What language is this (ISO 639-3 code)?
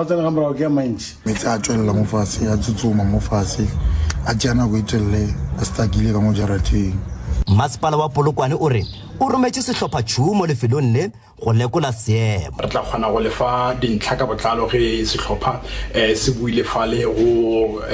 nso